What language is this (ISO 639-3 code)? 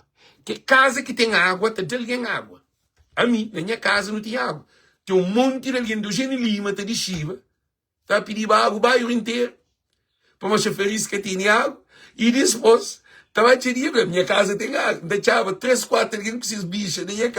kea